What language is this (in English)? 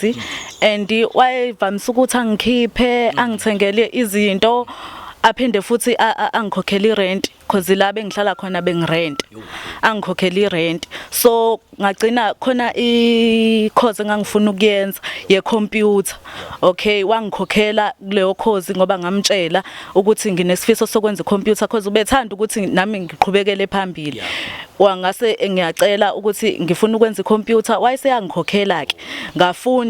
Zulu